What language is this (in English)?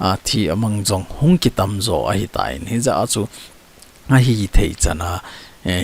Thado Chin